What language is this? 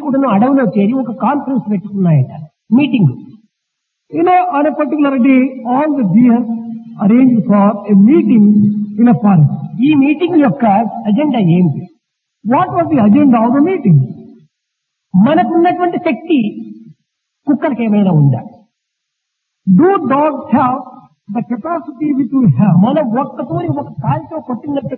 Telugu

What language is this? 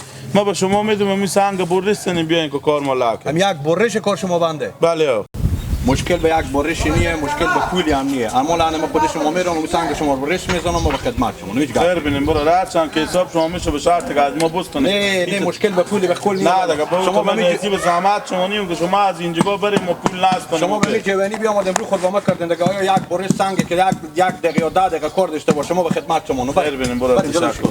Hazaragi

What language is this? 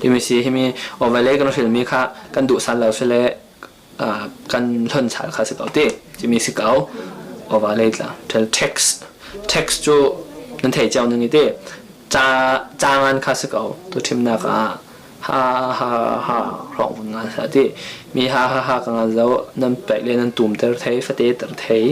Falam Chin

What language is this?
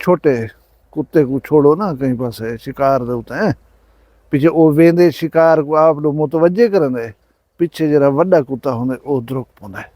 Saraiki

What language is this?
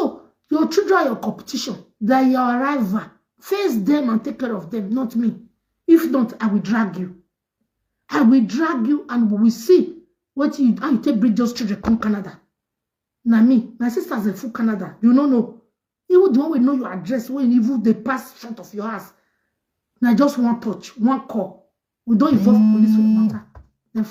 Nigerian Pidgin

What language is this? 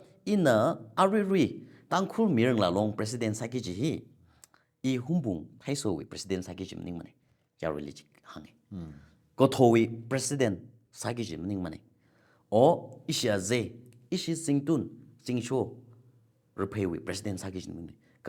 Tangkhul Naga (India)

